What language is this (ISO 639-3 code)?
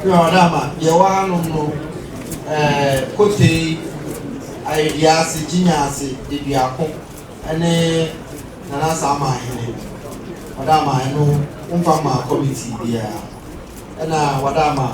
aka